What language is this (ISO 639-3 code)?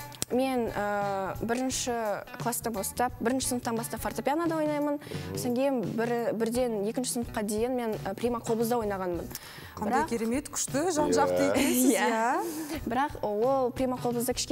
kaz